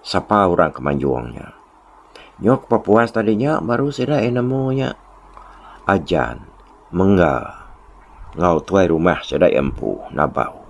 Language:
Iban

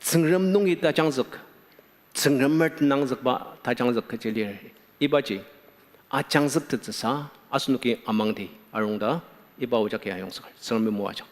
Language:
Ao Naga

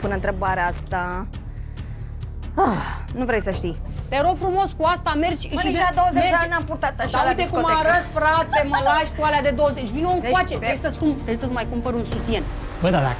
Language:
Romanian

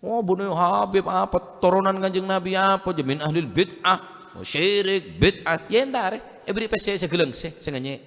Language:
Madurese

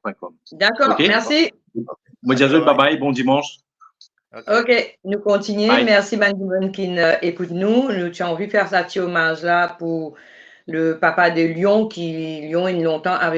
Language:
Morisyen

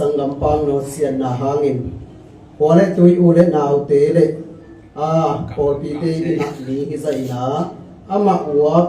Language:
Tedim Chin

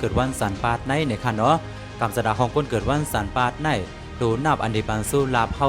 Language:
Shan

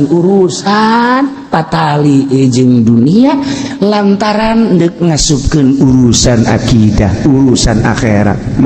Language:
Sundanese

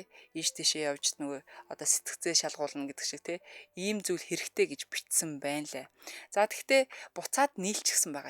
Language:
Mongolian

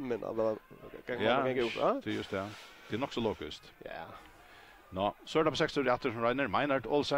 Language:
Faroese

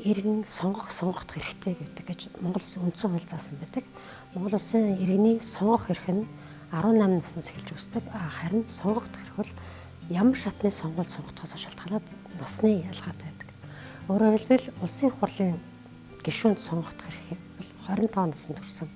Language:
Mongolian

